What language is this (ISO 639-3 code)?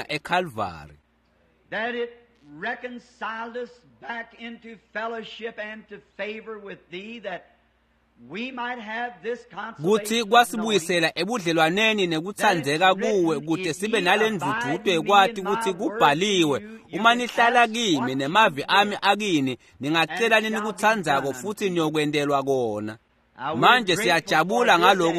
ssw